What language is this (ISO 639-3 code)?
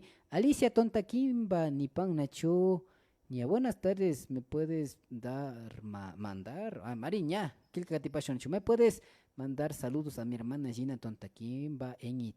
qvi